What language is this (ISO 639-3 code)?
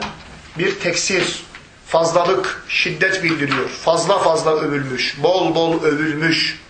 tur